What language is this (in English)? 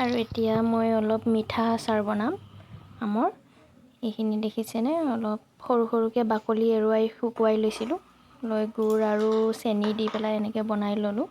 Assamese